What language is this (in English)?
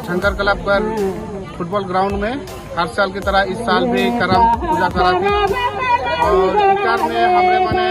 Sadri